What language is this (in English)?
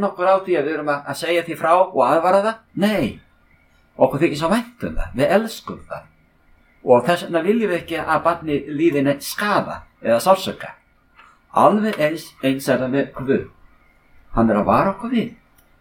Icelandic